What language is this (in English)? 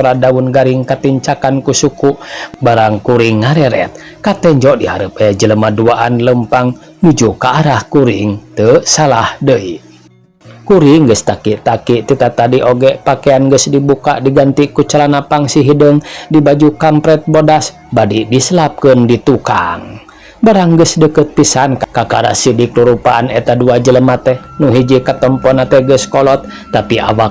Sundanese